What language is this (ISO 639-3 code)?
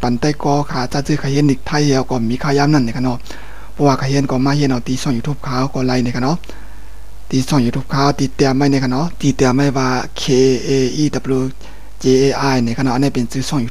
shn